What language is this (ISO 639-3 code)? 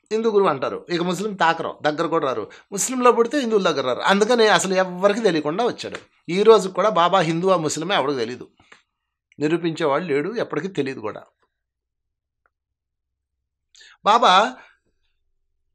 tel